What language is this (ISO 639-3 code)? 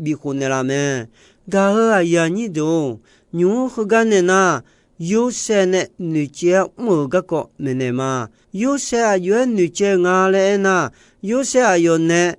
ahk